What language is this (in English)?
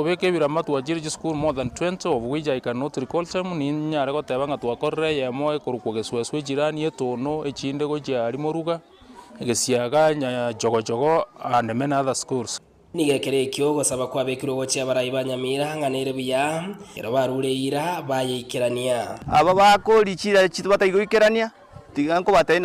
Gusii